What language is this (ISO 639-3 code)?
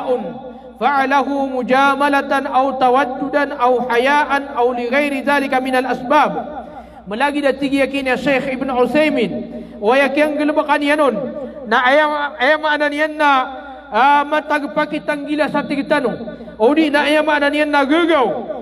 mrw